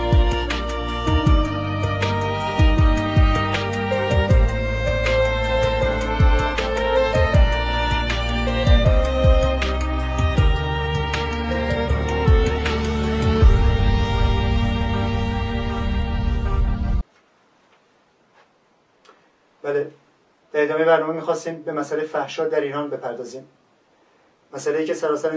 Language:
Persian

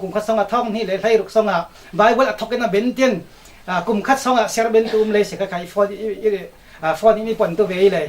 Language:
Falam Chin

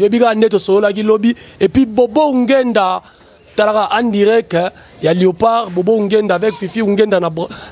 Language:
Lingala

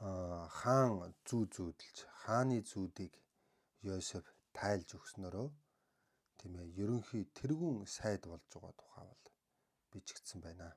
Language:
Mongolian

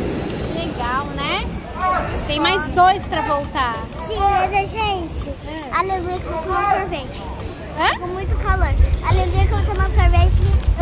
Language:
Portuguese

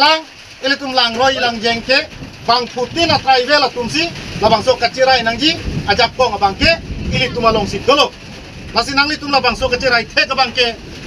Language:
Karbi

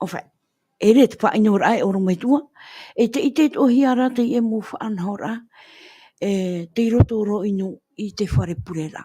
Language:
Tahitian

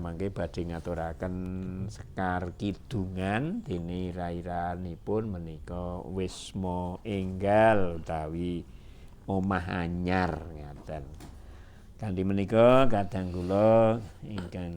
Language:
Javanese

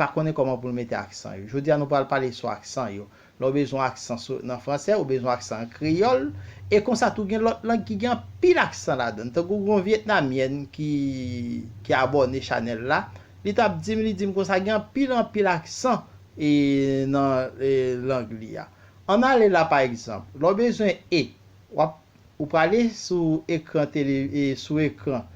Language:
Haitian Creole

